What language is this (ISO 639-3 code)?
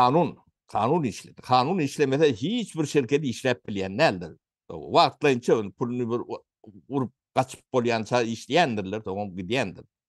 tuk